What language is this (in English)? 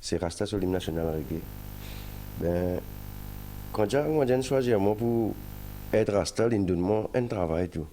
Morisyen